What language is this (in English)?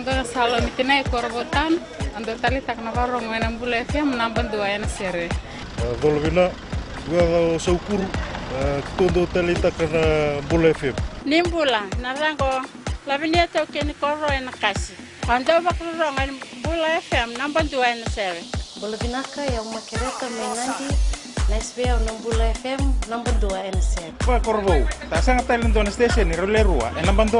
Fijian